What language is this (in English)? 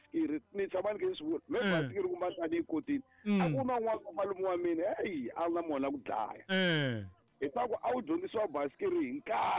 Tsonga